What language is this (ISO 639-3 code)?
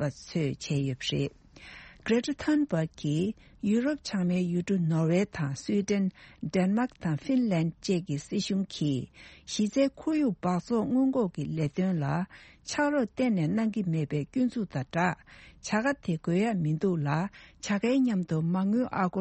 bod